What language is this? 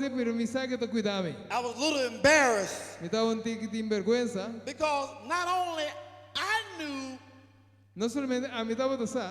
Papiamento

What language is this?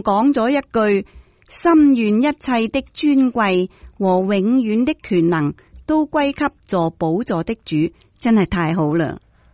Cantonese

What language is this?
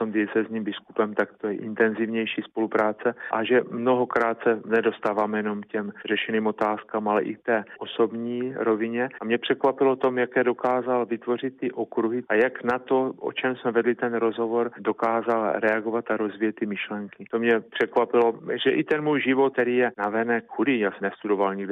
Czech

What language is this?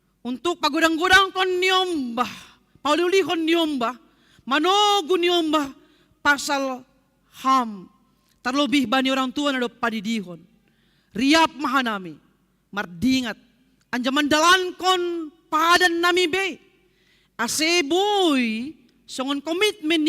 Batak Simalungun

